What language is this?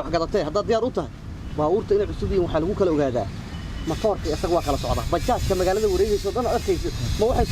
Somali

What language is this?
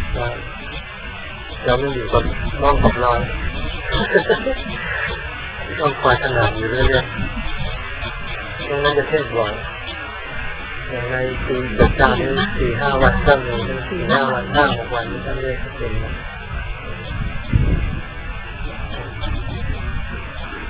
Thai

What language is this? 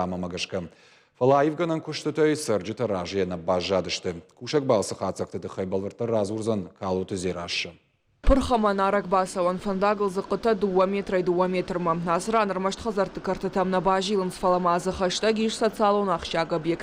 Ossetic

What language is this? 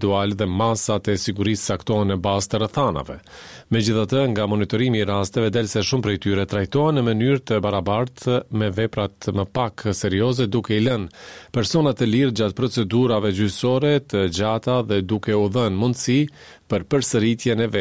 Albanian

